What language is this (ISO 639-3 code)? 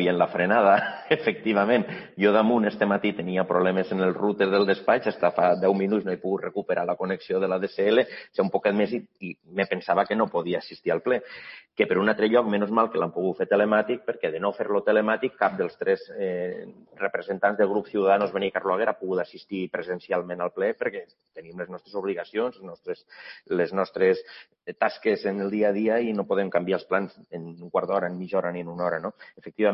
cat